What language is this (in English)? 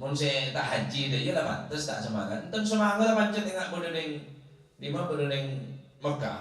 Madurese